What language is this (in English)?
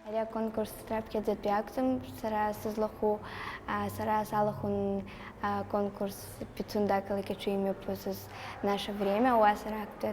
Abkhazian